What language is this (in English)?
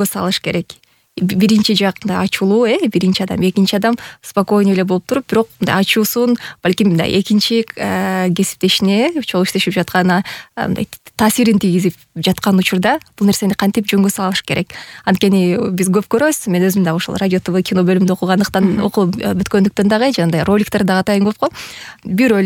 Kyrgyz